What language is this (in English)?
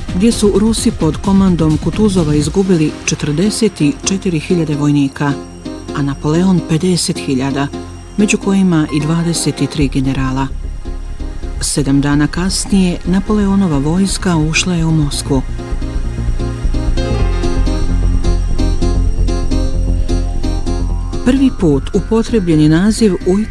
Bosnian